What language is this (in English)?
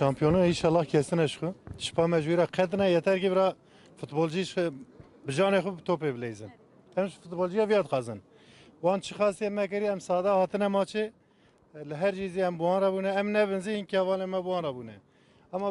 Kurdish